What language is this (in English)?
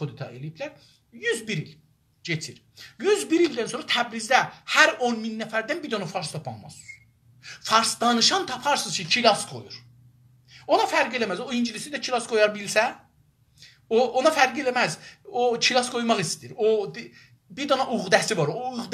South Azerbaijani